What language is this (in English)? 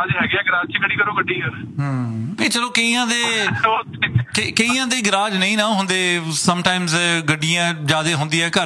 Punjabi